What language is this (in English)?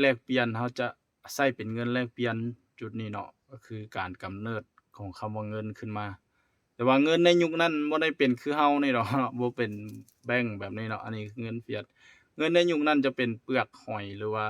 Lao